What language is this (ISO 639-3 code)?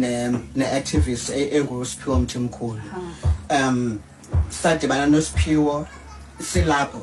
xho